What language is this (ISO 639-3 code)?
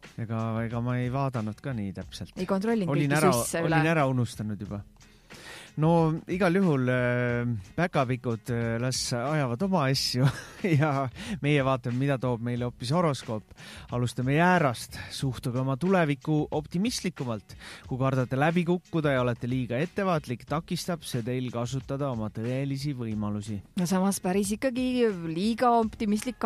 est